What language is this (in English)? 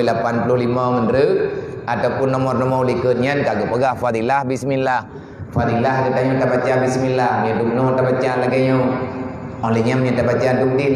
Achinese